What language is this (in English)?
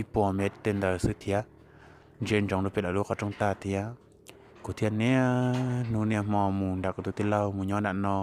Hmong